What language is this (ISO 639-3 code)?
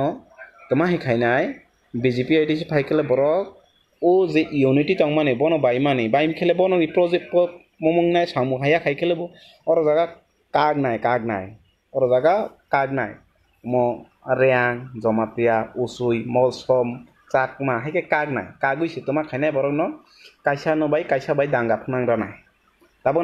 trp